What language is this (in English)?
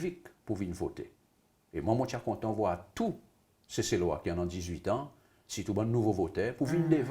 Seselwa Creole French